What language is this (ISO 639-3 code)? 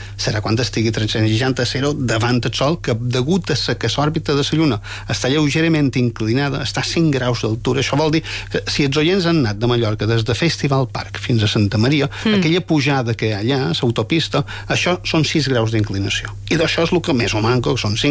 cat